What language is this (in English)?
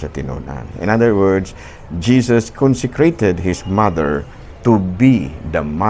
Cebuano